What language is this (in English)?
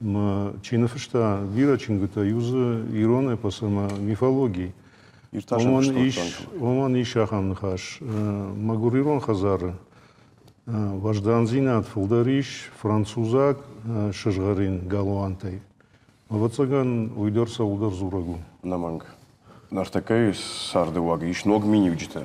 Ossetic